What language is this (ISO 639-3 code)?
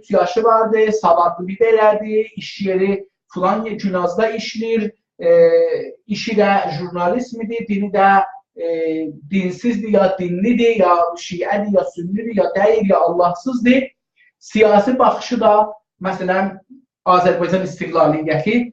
azb